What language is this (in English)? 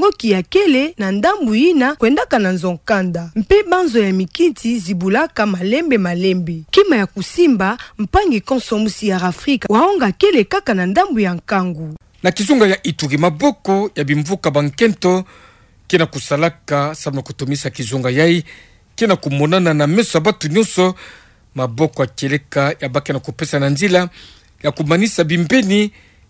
Kituba (Democratic Republic of Congo)